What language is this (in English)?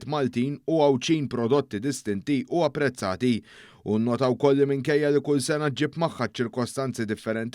Maltese